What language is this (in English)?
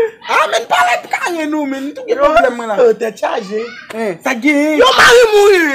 Haitian Creole